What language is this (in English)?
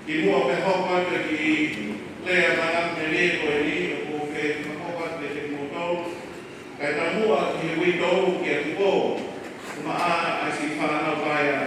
Tongan